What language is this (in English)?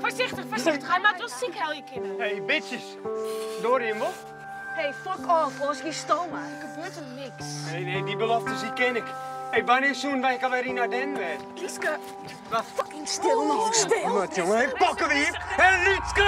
Western Frisian